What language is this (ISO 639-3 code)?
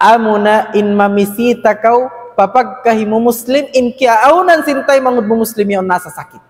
tsg